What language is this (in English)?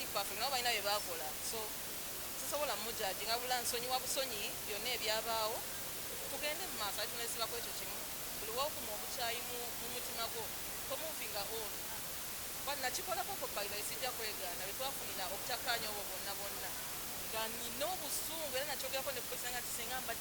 Ganda